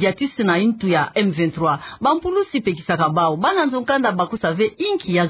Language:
Kituba (Democratic Republic of Congo)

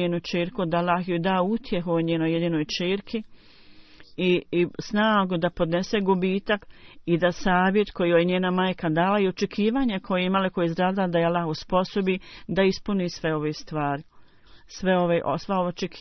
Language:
Bosnian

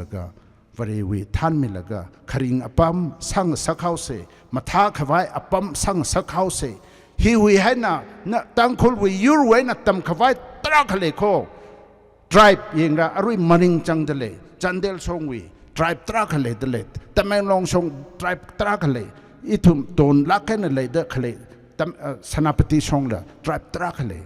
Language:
Tangkhul Naga (India)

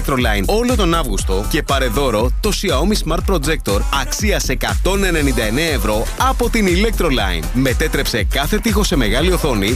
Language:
Greek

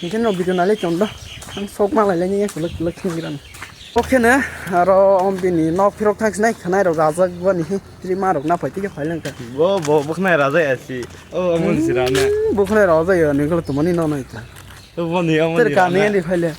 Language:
Kok Borok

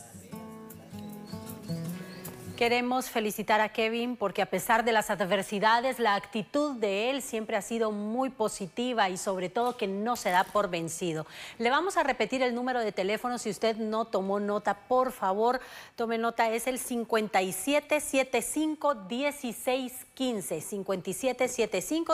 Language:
Spanish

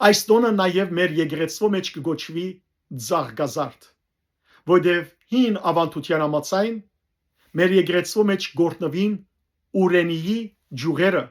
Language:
Western Armenian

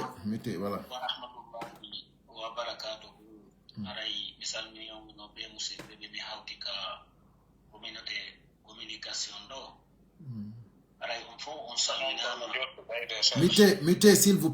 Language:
Pular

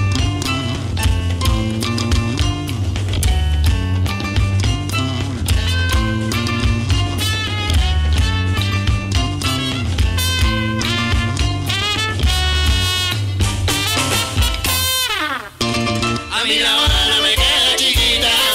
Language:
Spanish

